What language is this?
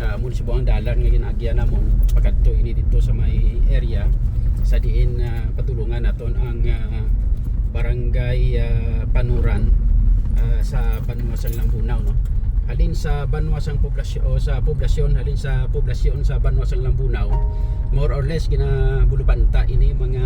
Hiligaynon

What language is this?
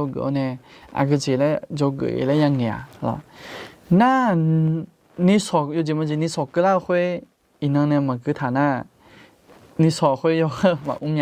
Akha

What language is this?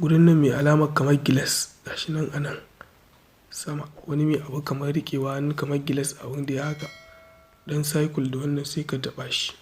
Hausa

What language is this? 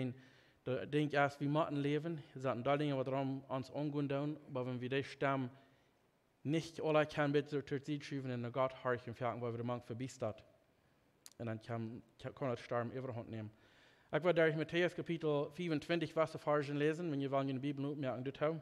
Plautdietsch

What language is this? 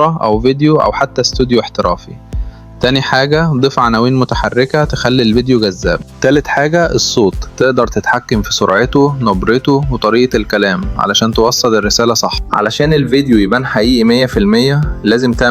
Egyptian Arabic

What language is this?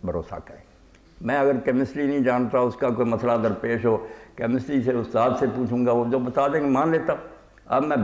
Urdu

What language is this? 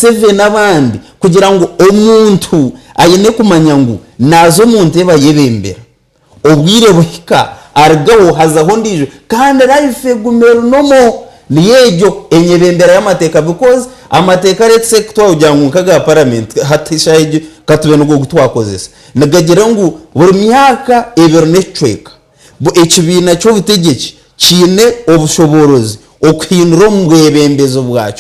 Nyankole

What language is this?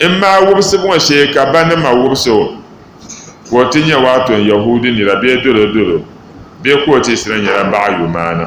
Dagbani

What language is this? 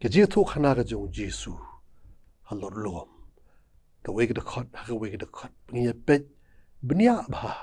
Khasi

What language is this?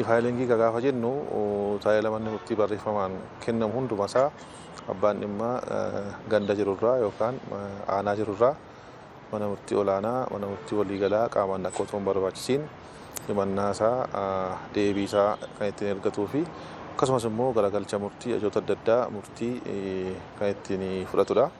Oromo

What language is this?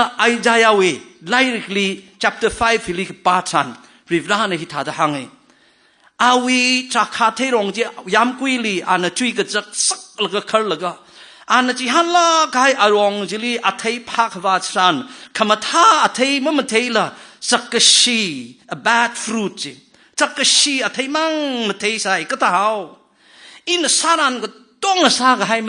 Tangkhul Naga (India)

